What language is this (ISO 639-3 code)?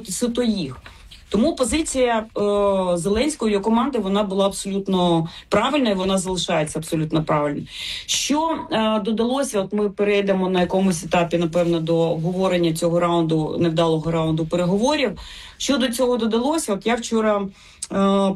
ukr